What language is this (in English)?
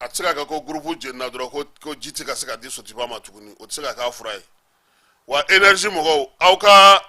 Bambara